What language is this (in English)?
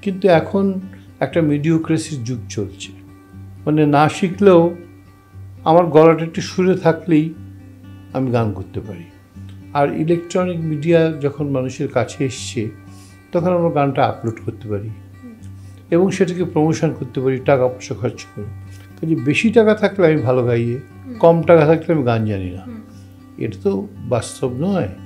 Bangla